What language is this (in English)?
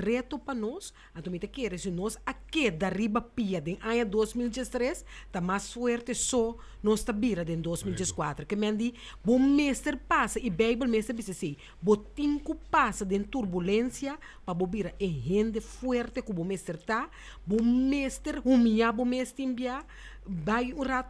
Papiamento